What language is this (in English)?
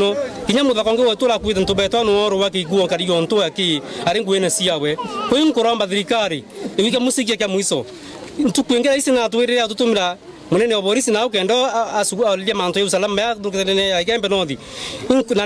Meru